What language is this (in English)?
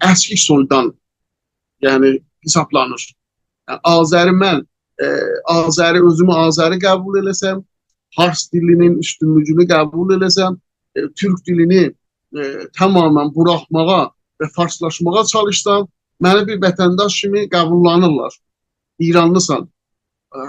South Azerbaijani